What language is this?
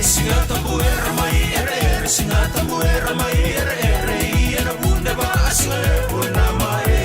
Fijian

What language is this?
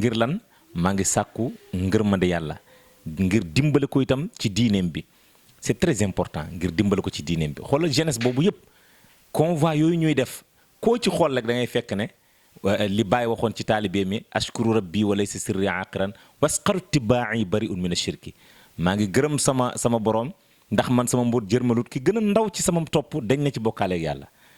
Wolof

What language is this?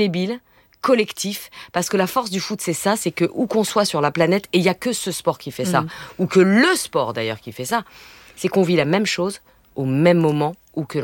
French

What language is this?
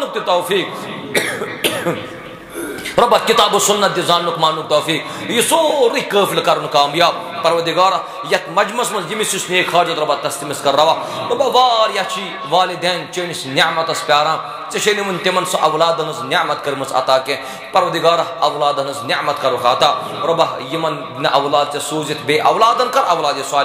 Kashmiri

